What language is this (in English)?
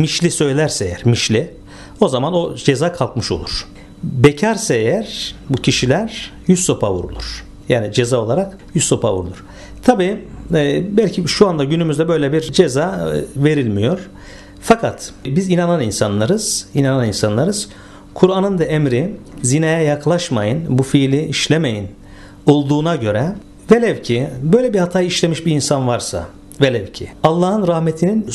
Turkish